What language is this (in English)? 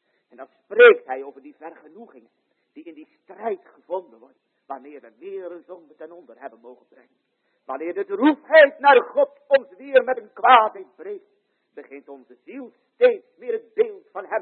Dutch